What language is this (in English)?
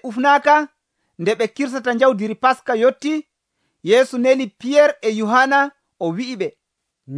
Nigerian Fulfulde